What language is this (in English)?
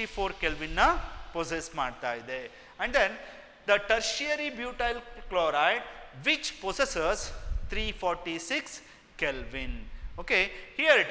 Kannada